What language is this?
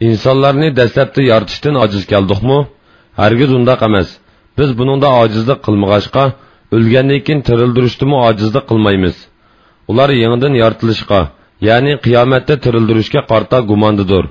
Uyghur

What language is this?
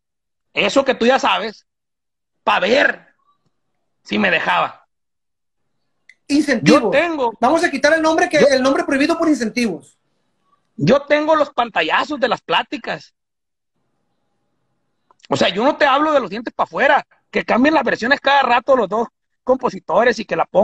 Spanish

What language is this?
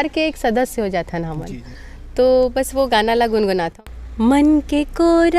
Chhattisgarhi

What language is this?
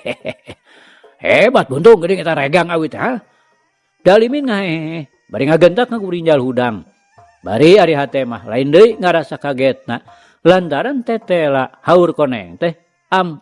Sundanese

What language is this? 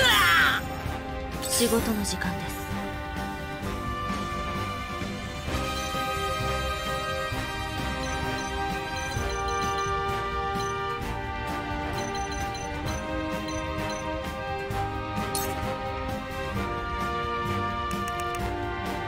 Japanese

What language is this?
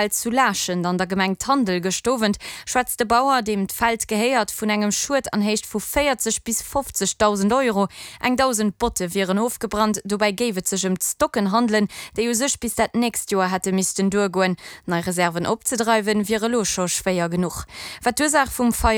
Luxembourgish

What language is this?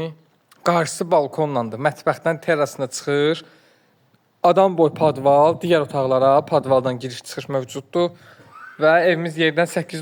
Azerbaijani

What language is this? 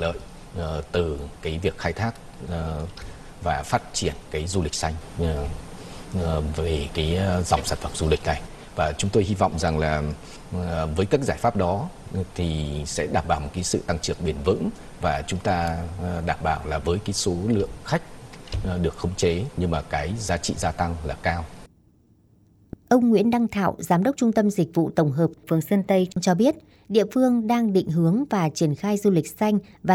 Vietnamese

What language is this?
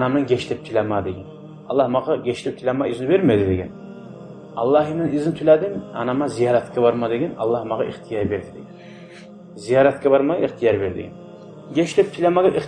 Kumyk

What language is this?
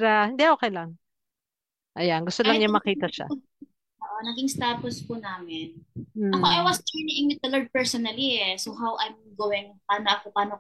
Filipino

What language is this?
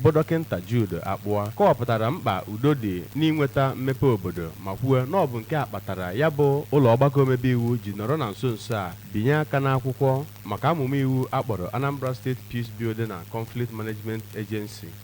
Igbo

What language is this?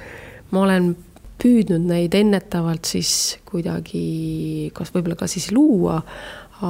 Estonian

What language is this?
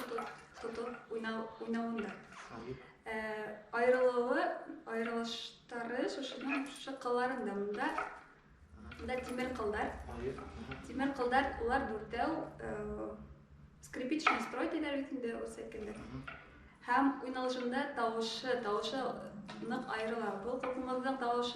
Bashkir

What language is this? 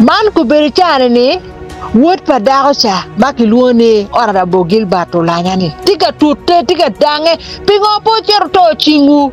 Acoli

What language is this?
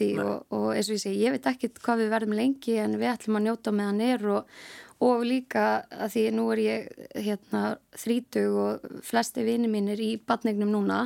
Icelandic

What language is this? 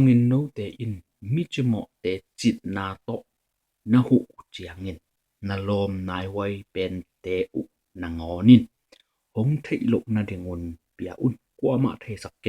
Tedim Chin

